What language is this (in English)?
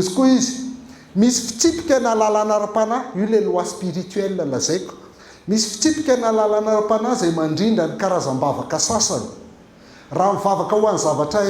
Malagasy